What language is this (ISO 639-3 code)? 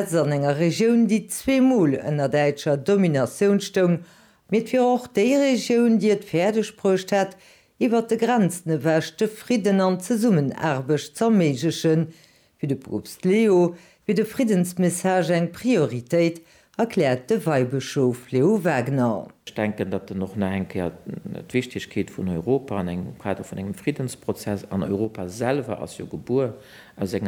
ltz